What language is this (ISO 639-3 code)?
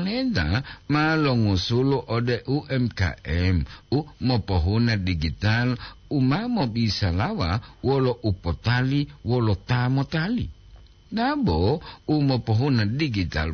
gor